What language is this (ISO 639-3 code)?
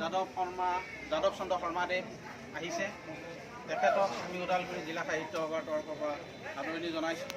asm